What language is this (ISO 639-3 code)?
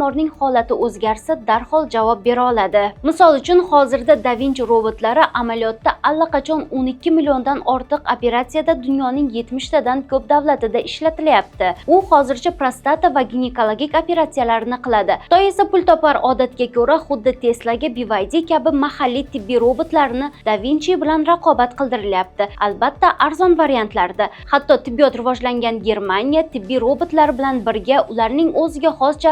uzb